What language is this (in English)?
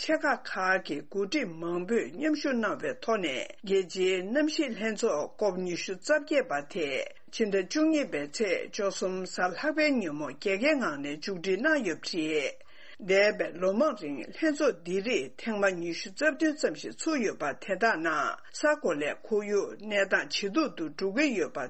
Tibetan